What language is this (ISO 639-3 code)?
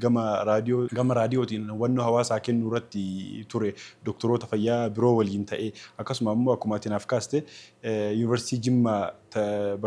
orm